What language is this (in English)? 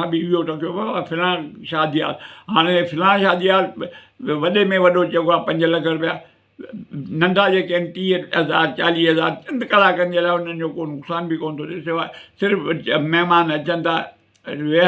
Sindhi